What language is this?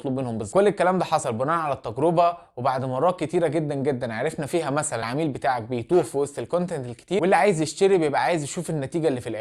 Egyptian Arabic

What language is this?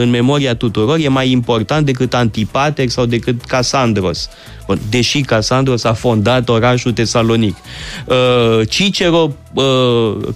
Romanian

